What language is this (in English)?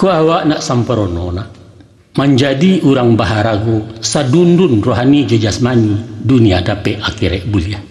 Minangkabau